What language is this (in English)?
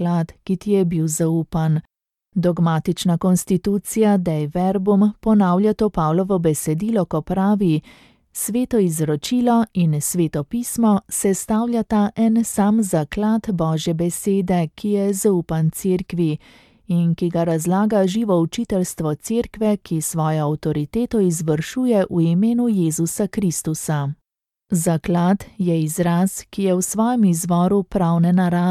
Slovenian